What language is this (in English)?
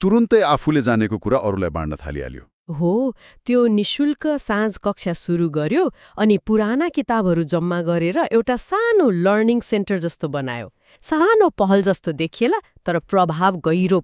Nepali